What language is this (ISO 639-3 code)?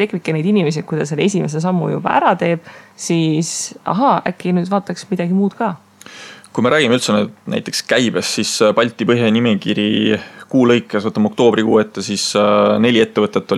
est